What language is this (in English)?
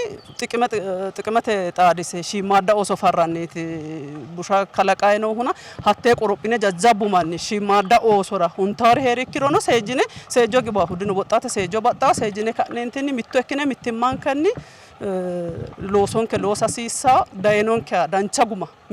Sidamo